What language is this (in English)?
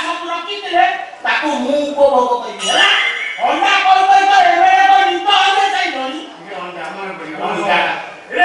Odia